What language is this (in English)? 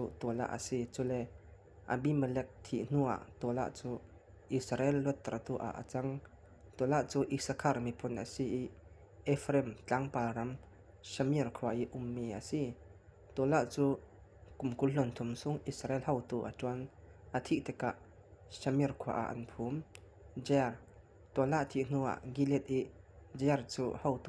Falam Chin